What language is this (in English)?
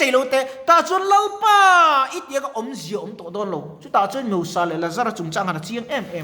Mizo